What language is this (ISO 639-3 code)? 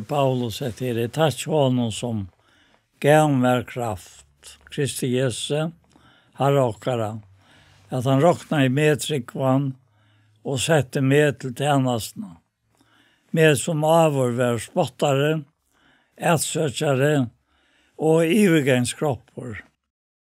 fao